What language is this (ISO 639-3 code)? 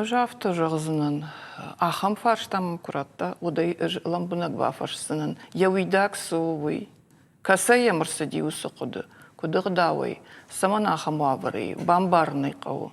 oss